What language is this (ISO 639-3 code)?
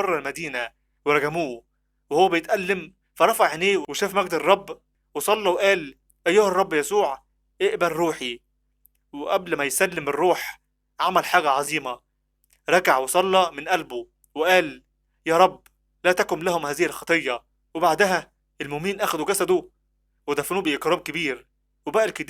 arz